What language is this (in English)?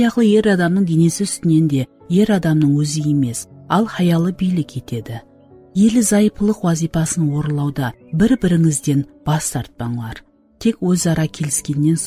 Kara-Kalpak